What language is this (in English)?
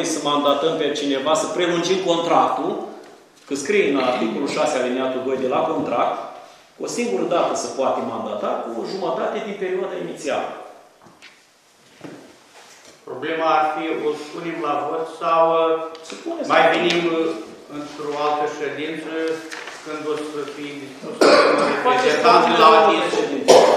Romanian